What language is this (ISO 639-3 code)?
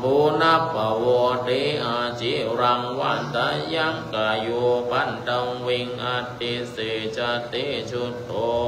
pli